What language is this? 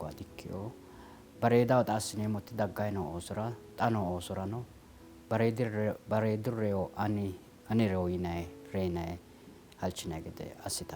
Sidamo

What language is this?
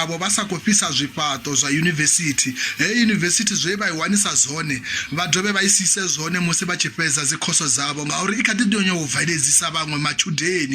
Venda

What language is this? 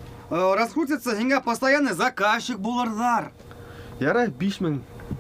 Bashkir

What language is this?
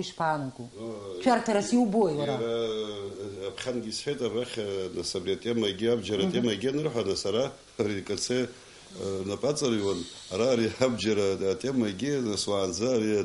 Abkhazian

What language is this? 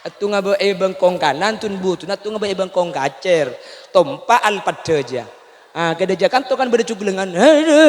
Madurese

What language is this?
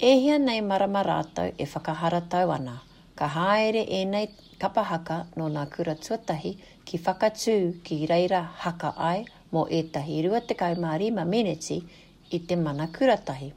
Māori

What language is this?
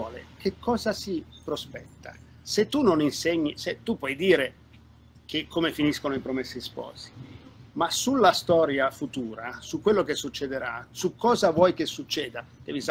Italian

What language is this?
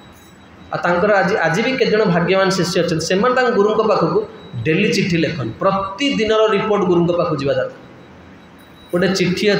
Odia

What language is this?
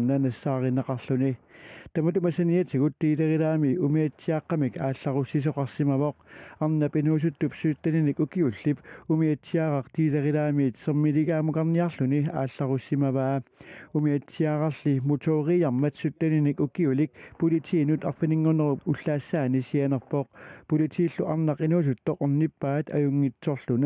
Kalaallisut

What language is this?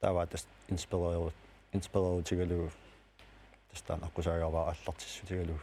Kalaallisut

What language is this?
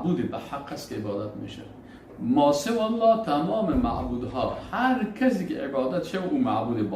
Persian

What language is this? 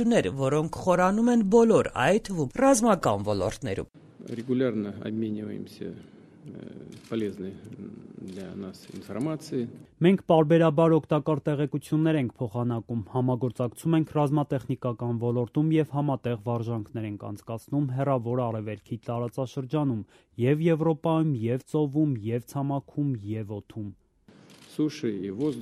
Armenian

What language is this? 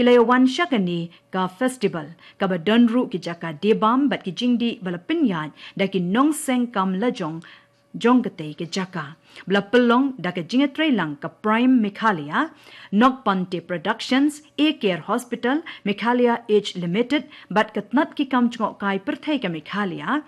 Khasi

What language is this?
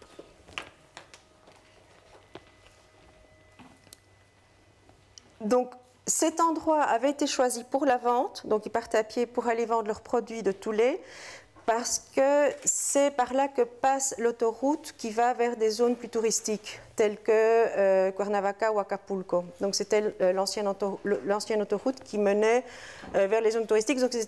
French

